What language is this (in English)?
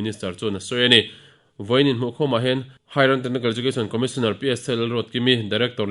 Mizo